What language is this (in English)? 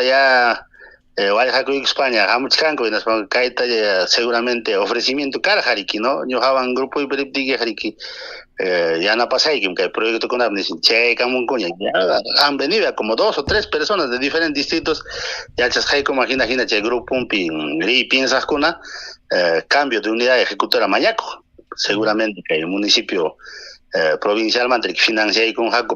Ayacucho Quechua